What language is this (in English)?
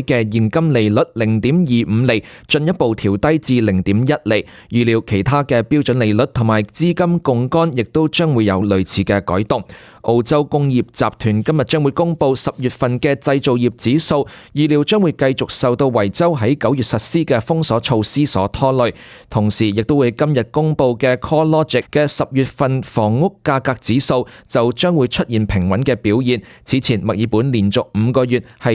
Cantonese